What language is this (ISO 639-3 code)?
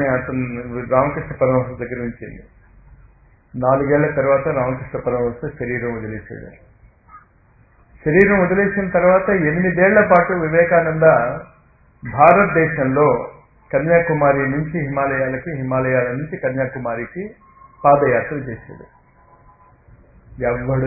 tel